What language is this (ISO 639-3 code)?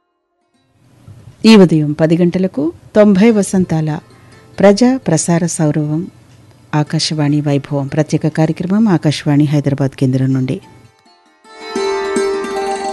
tel